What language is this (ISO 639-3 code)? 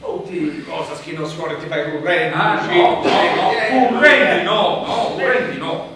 srd